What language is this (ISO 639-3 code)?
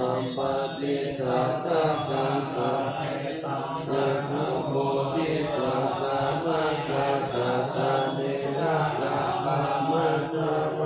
pli